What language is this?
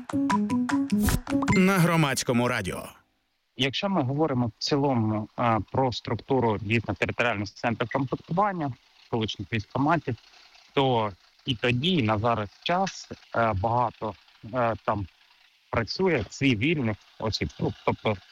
Ukrainian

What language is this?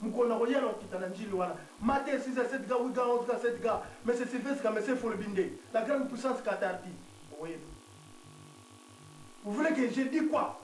Lingala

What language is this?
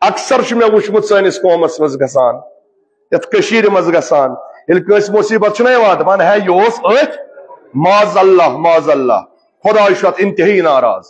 Kashmiri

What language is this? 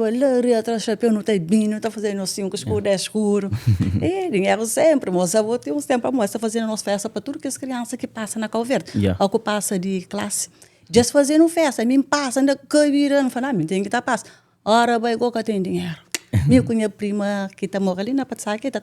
Kabuverdianu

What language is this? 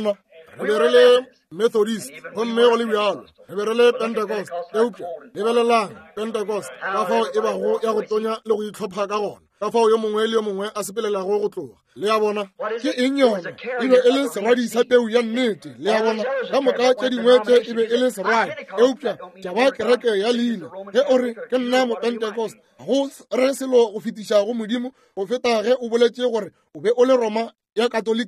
Northern Sotho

